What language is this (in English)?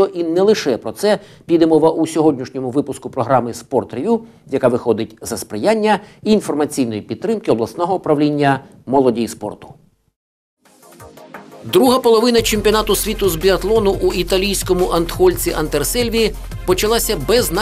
Ukrainian